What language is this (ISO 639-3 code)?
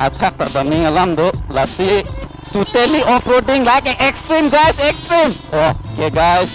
mjw